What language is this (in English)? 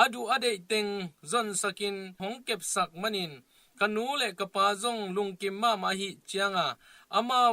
Tedim Chin